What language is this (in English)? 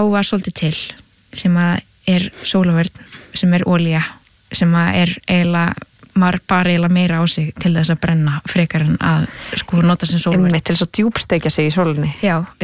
Icelandic